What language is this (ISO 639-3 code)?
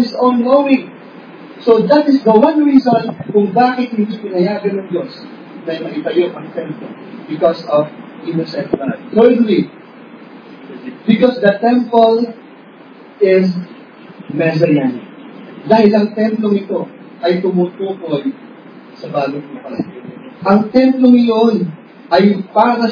fil